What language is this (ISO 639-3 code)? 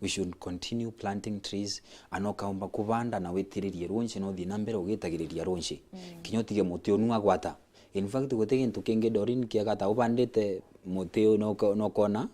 mer